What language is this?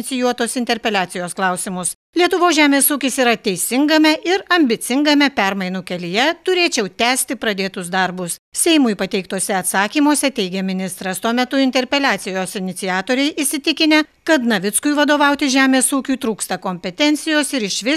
Lithuanian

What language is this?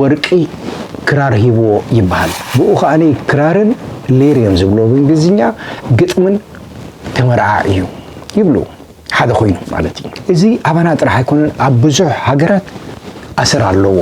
Tigrinya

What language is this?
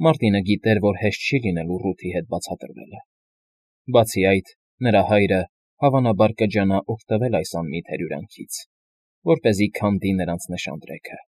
Armenian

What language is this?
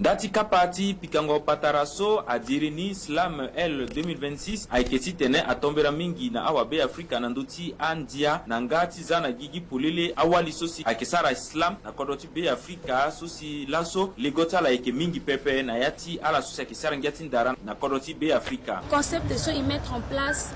Sango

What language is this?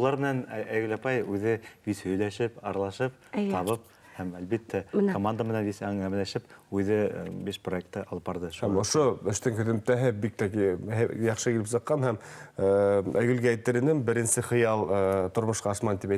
Bashkir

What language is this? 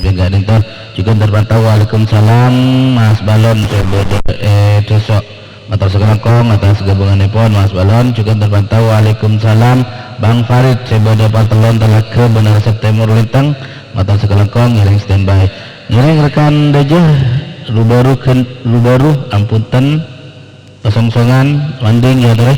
Madurese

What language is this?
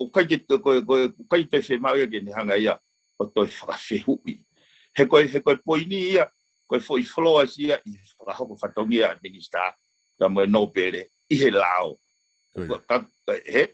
Tongan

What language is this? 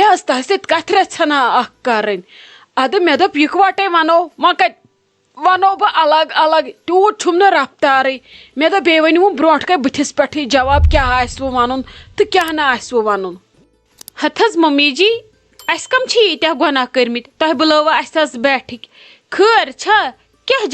Kashmiri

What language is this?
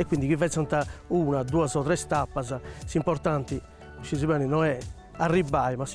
Sardinian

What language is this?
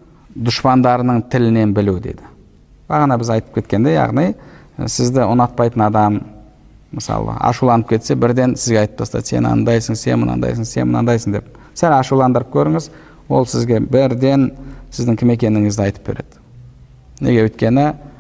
Kazakh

